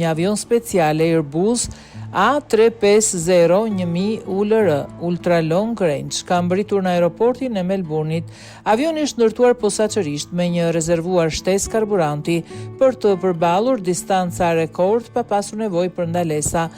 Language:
Albanian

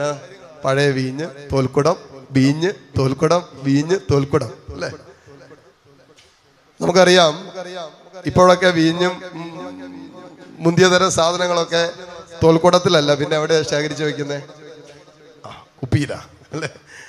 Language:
Malayalam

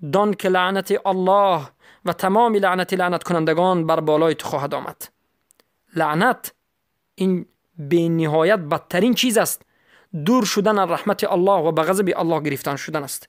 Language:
Tajik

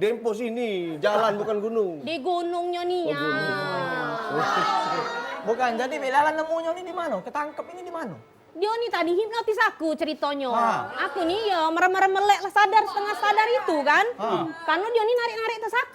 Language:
Musi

